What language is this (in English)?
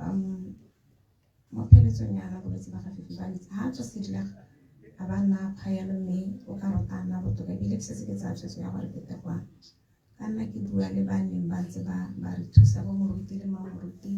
Tswana